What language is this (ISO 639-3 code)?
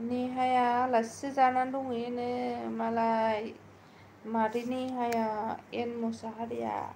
brx